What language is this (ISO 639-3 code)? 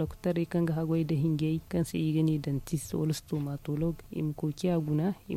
dje